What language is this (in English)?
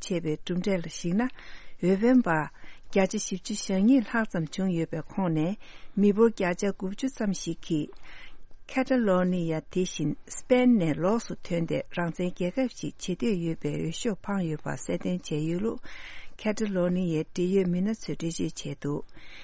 Tibetan